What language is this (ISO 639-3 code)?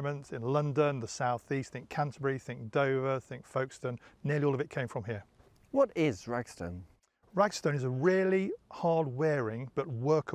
eng